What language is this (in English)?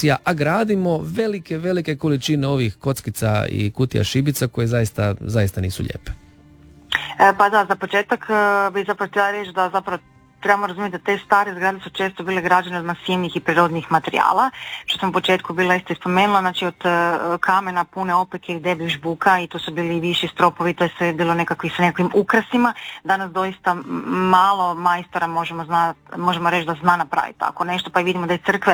Croatian